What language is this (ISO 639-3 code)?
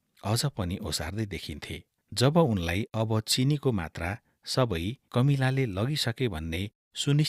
nep